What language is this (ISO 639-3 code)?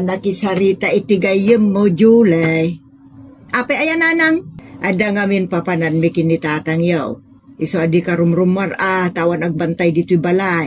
ilo